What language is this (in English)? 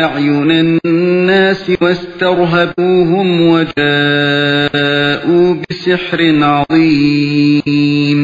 Uyghur